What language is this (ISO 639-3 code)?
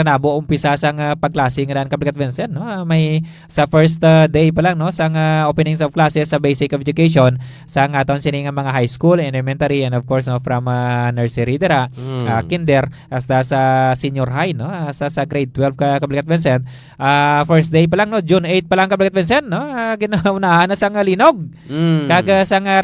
hil